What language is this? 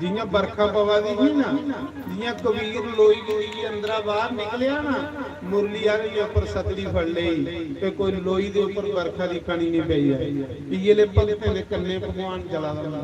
Dogri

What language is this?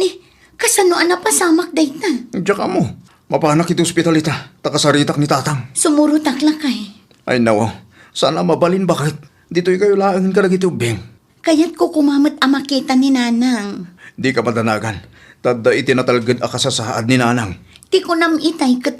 Iloko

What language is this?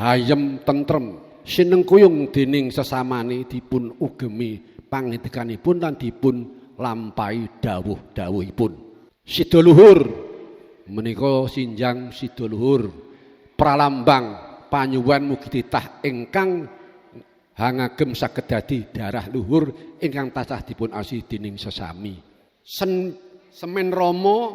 Javanese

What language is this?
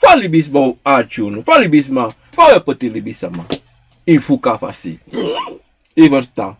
Sranan Tongo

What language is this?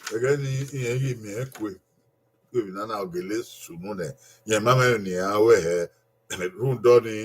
Bini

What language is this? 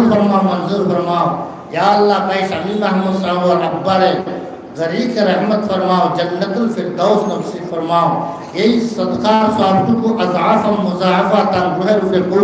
Sylheti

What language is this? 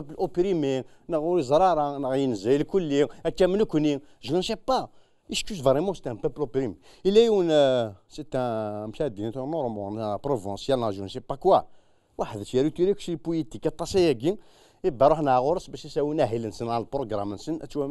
Kabyle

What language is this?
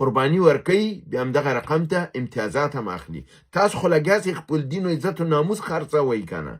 Pashto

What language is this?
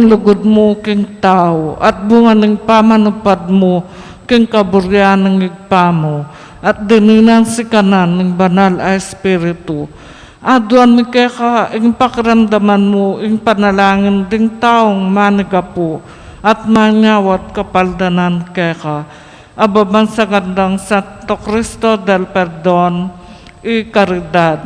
Pampanga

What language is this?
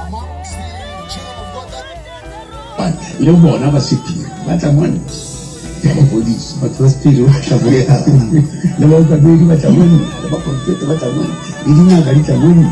Northern Sotho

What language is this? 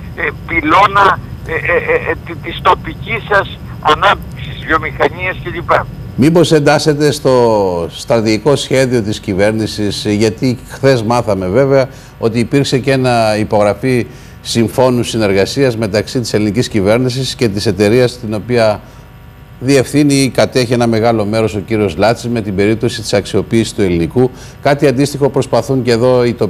Greek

